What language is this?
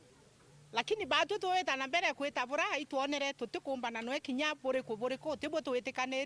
Meru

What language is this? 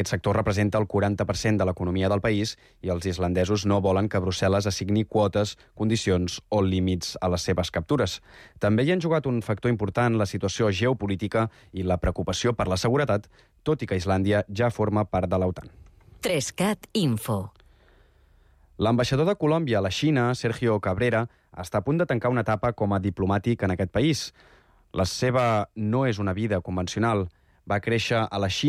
Catalan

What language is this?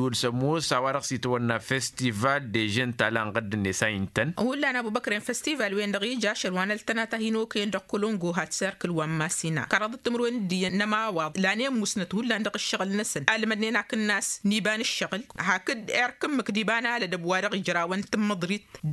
Tamasheq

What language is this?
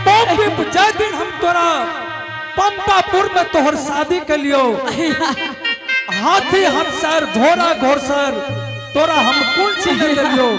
Angika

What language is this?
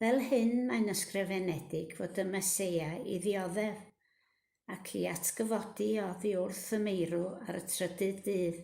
Welsh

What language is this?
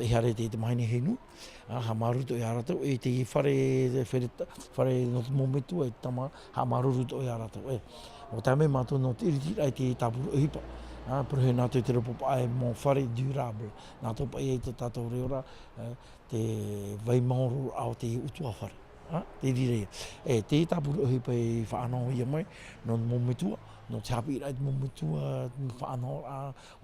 Tahitian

